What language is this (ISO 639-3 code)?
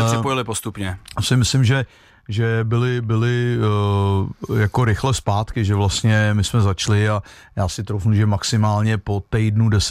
ces